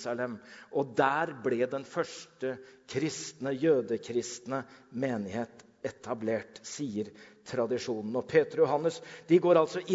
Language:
Norwegian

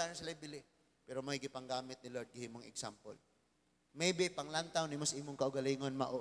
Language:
Cebuano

